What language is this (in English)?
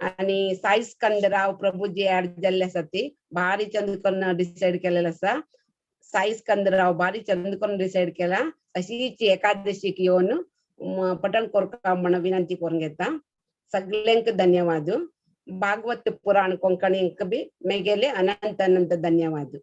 Konkani